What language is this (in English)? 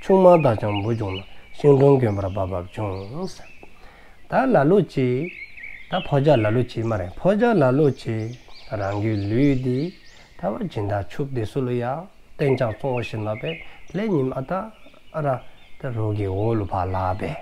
Dzongkha